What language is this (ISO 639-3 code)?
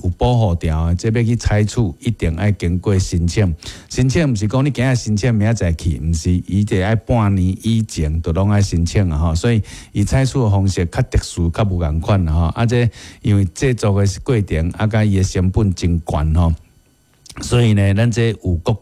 nan